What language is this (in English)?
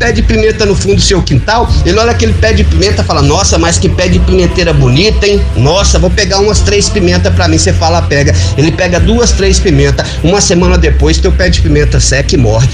Portuguese